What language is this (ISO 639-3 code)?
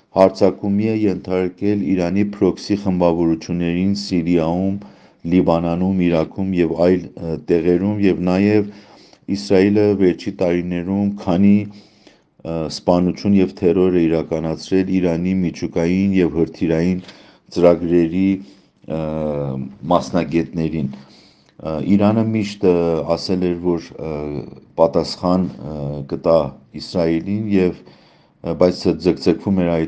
hye